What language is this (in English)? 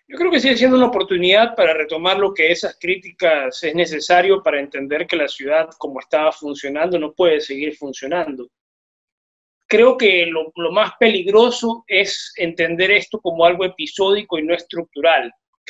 Spanish